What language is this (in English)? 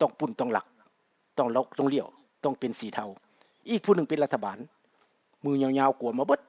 Lao